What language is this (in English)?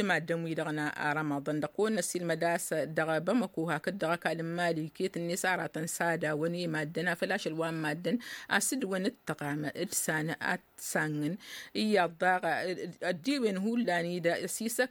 Tamasheq